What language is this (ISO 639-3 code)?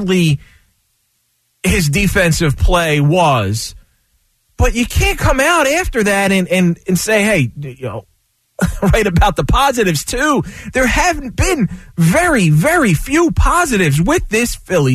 eng